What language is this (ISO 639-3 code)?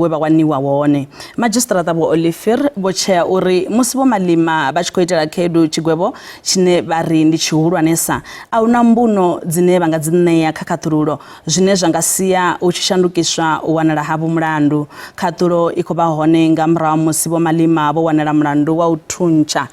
ven